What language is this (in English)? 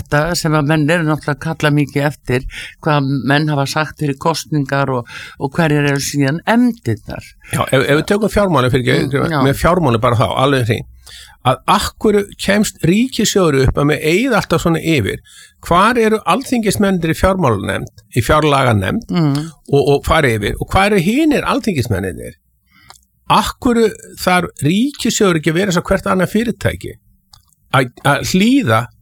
Icelandic